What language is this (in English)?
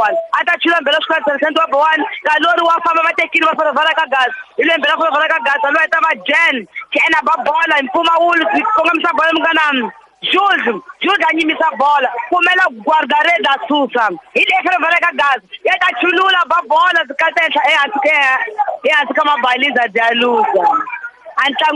Tsonga